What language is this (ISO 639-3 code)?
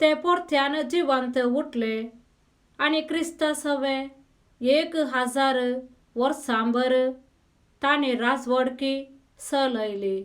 kok